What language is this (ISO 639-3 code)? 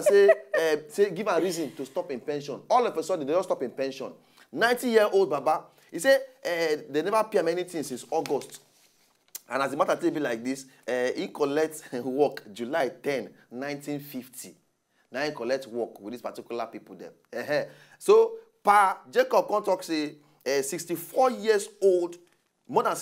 pcm